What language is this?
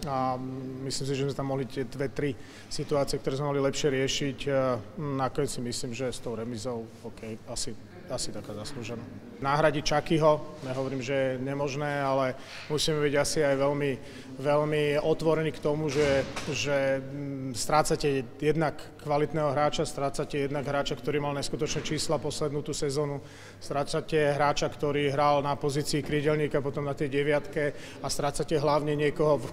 Slovak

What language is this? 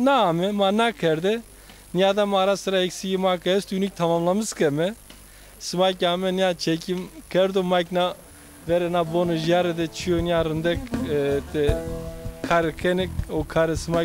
Zaza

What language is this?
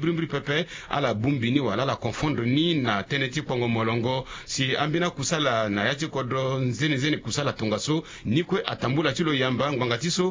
Sango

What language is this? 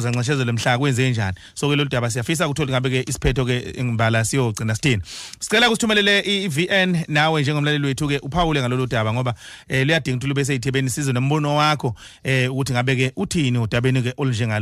Zulu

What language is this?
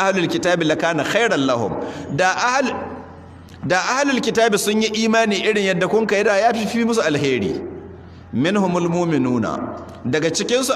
Hausa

